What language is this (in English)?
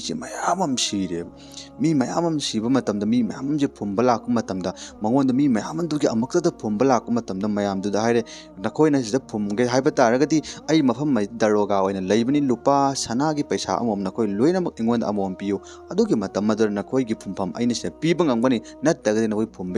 Manipuri